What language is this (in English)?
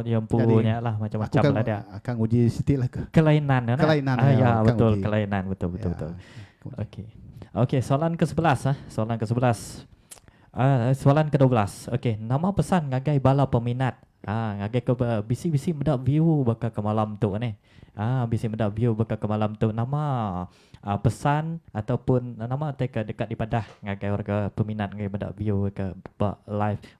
Iban